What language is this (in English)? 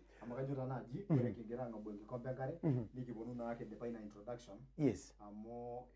Masai